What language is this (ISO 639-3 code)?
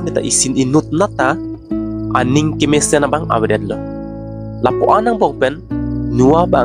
mjw